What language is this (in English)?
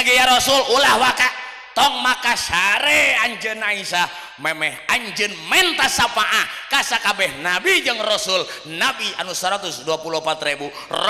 Sundanese